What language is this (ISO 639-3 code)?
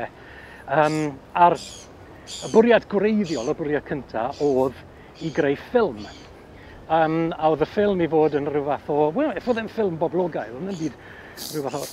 cym